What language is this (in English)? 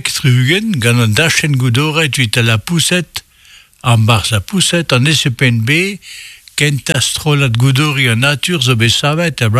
Breton